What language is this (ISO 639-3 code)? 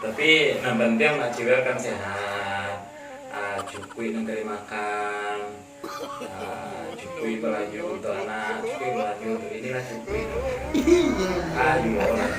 min